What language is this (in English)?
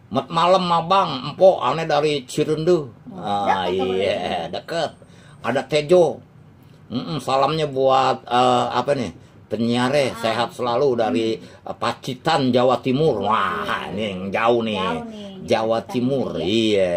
Betawi